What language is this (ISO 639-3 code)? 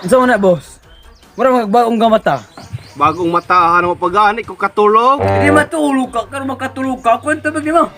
ceb